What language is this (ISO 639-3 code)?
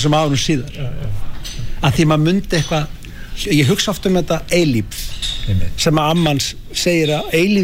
isl